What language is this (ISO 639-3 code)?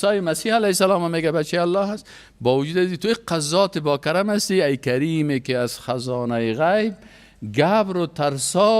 fas